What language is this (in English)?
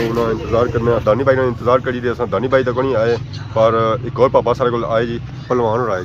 Pahari-Potwari